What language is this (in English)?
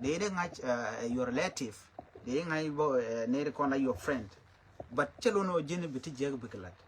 Nuer